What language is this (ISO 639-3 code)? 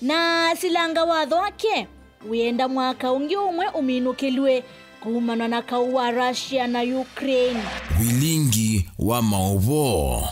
kam